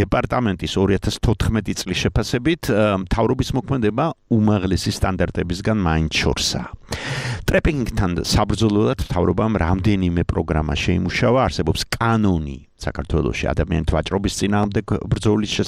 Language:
Georgian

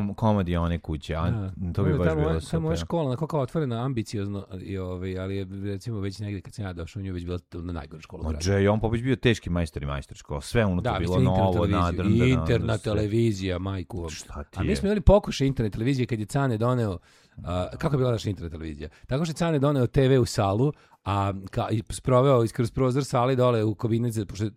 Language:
Serbian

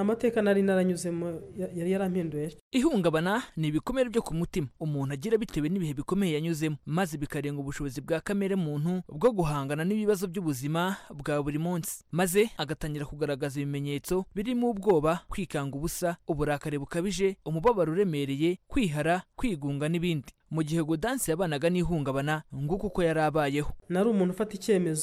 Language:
Kinyarwanda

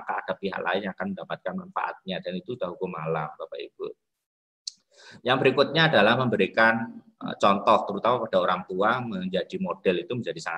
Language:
Indonesian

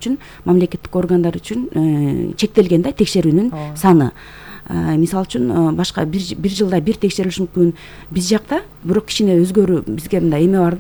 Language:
Kyrgyz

